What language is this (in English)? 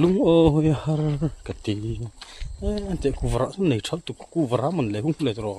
Mizo